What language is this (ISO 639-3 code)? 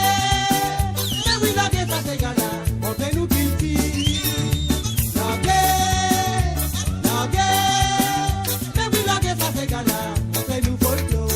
mfe